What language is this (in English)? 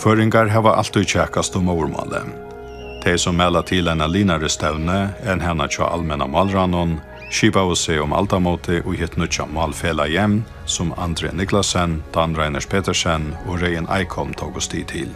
Faroese